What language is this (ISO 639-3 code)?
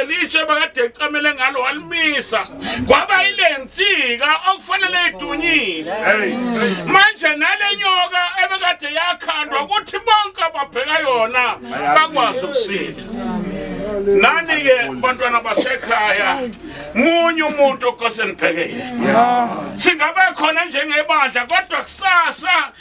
zul